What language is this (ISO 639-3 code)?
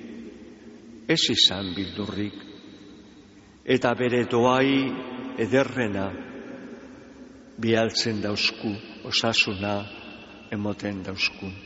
eus